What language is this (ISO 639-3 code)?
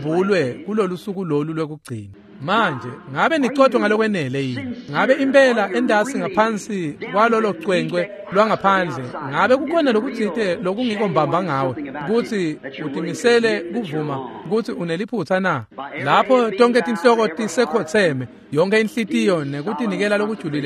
ssw